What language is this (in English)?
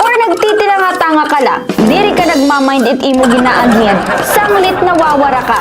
Waray